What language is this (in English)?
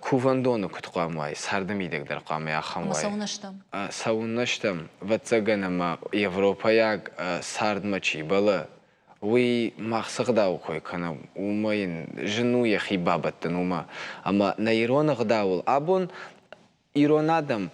Ossetic